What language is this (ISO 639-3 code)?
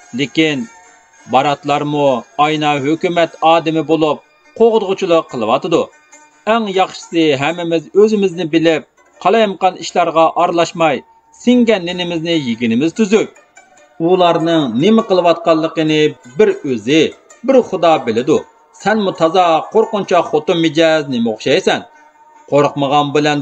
uig